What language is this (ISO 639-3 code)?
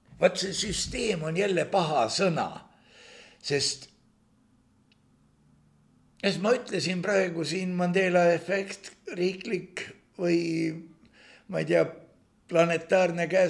est